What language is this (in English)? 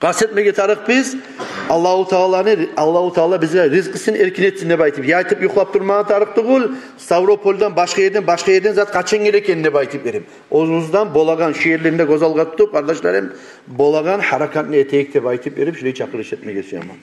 Kumyk